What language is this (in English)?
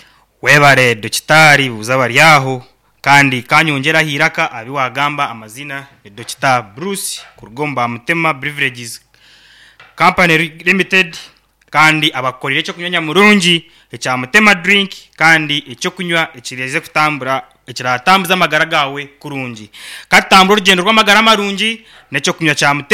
Nyankole